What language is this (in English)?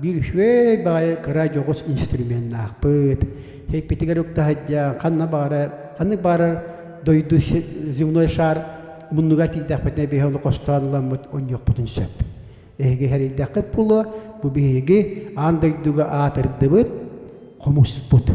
Yakut